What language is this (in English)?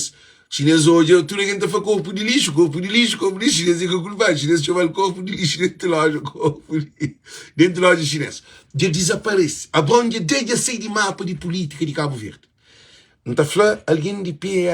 Kabuverdianu